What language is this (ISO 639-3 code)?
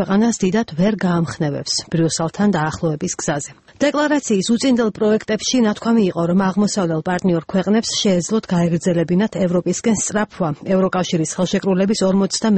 kat